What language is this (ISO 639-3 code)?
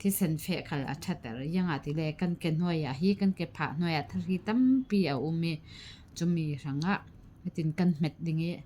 cfm